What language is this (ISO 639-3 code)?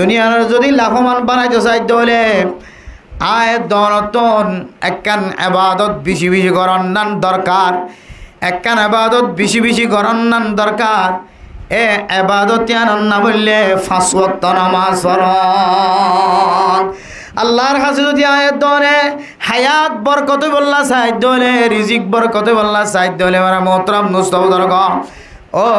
rhg